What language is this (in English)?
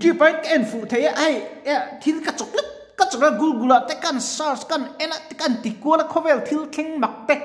Mizo